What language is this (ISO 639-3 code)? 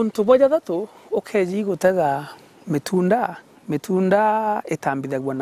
mer